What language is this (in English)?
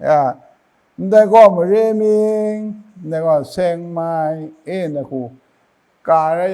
Kachin